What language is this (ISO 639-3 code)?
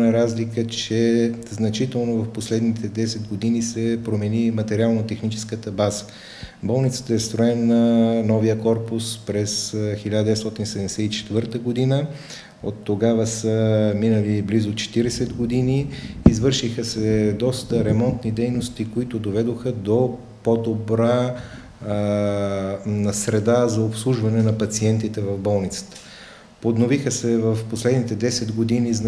bul